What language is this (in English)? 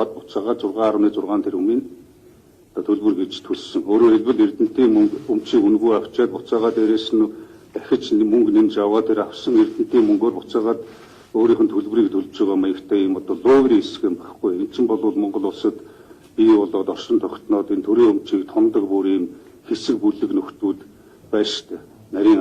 Mongolian